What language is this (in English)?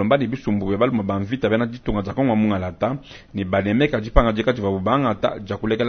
Luba-Lulua